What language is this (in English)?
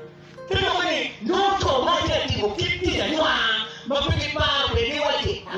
Acoli